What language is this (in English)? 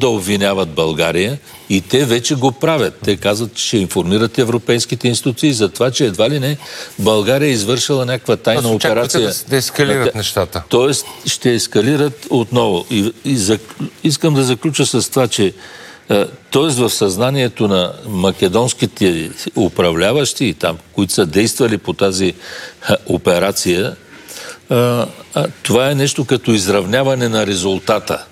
Bulgarian